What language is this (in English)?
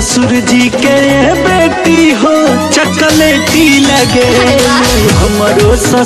Bhojpuri